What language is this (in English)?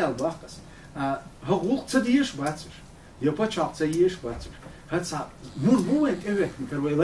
Chechen